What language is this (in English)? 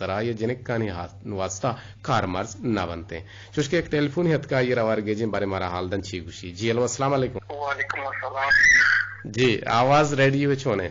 Eastern Balochi